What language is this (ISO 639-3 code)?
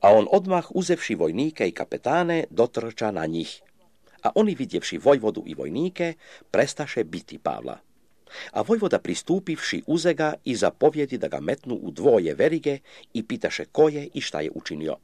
srp